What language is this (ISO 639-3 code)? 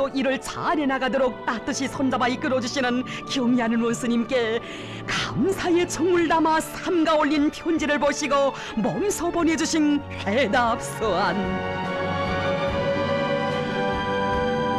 kor